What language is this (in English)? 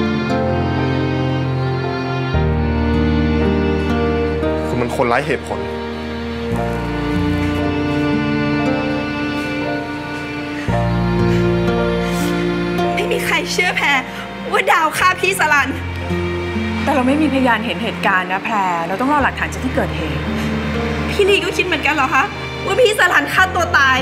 Thai